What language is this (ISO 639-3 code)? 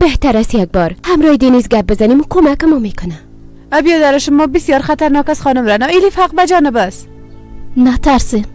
fas